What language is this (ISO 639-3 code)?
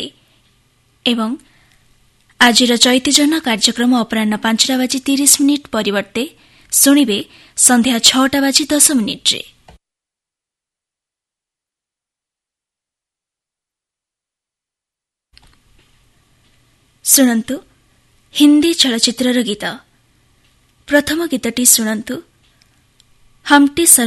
ori